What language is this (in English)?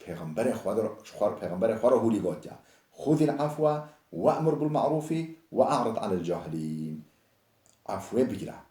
Kurdish